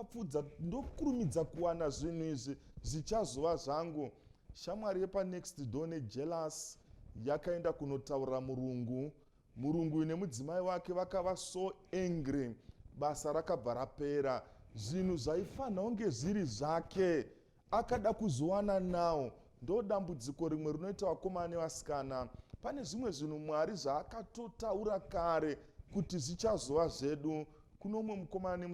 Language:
Shona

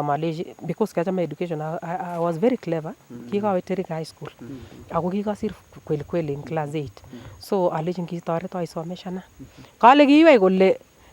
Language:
Nandi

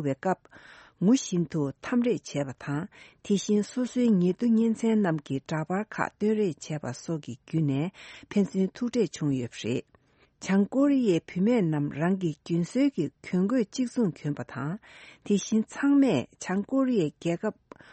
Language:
Tibetan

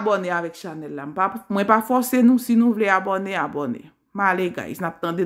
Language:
Haitian Creole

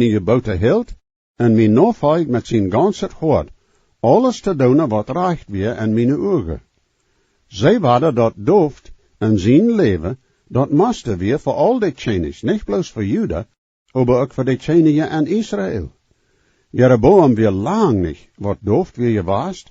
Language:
Plautdietsch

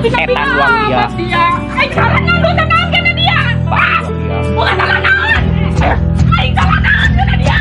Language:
Sundanese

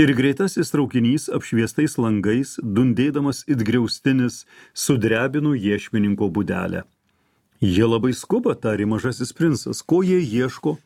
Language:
Lithuanian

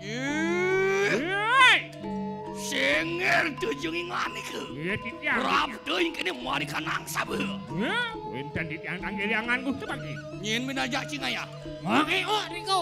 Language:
Balinese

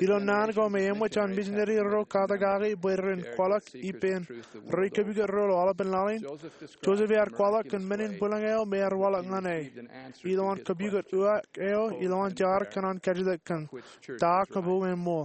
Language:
Marshallese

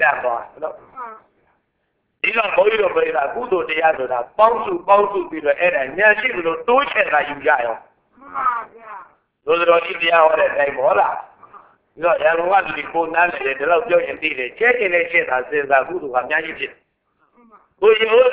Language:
Burmese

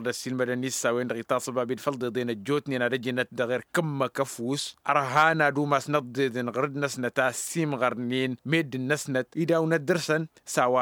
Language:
Tamasheq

